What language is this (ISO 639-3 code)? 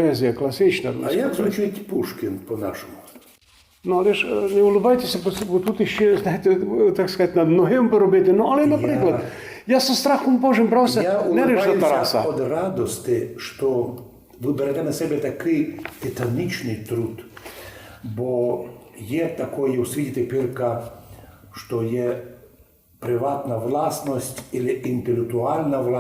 rue